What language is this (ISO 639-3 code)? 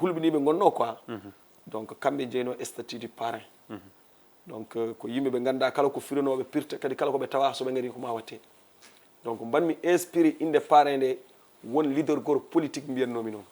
ful